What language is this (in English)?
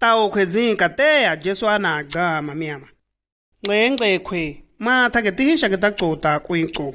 Shua